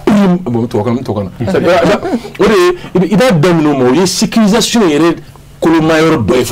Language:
Bambara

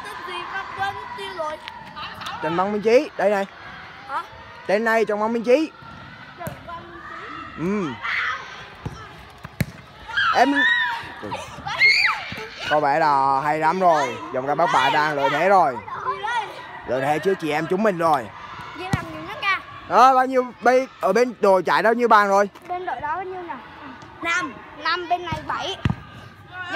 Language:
Vietnamese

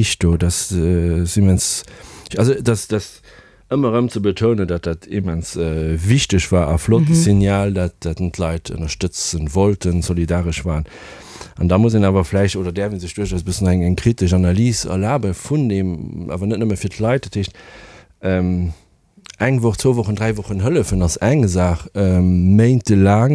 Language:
Luxembourgish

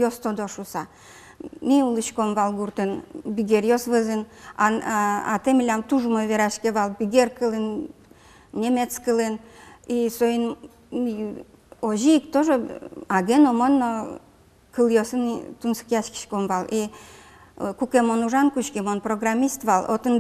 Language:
Udmurt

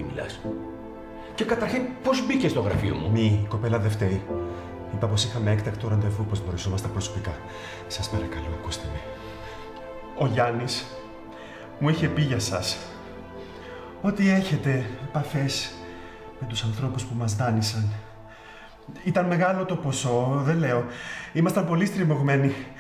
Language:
Greek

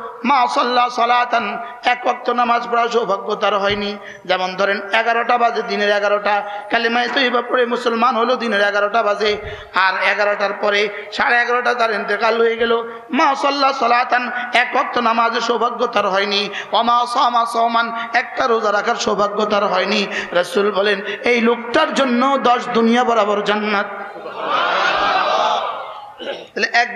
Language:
Bangla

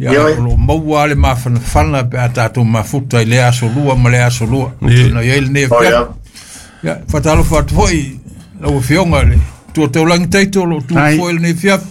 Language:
Samoan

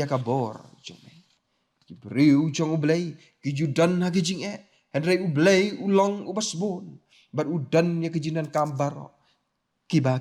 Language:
Khasi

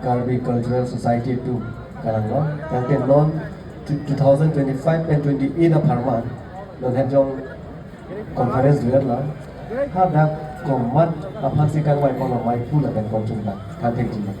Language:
Karbi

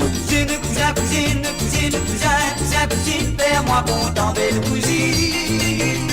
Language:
Morisyen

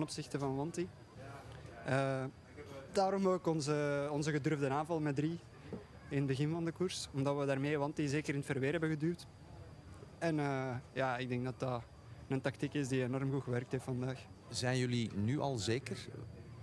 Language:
Dutch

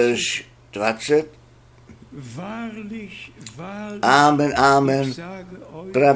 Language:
Czech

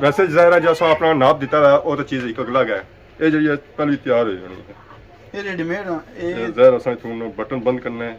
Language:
Pahari-Potwari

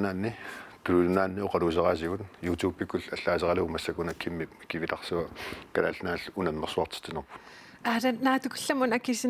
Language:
Kalaallisut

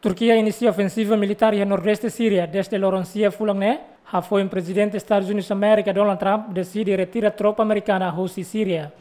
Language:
Tetum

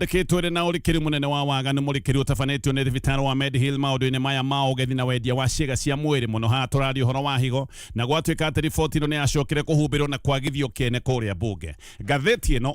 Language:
Kikuyu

